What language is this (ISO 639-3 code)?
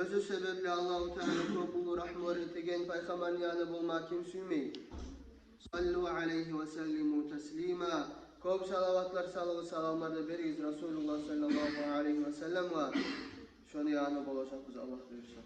kum